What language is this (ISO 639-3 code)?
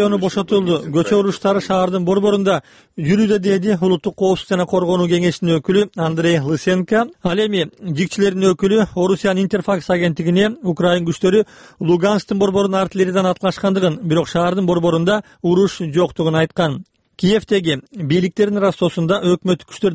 kir